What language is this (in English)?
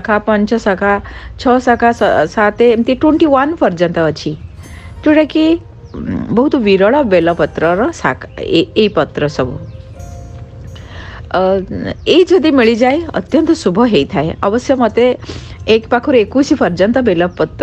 Odia